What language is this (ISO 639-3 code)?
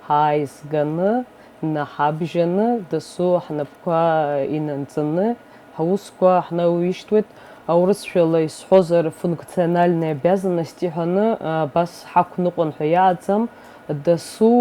abk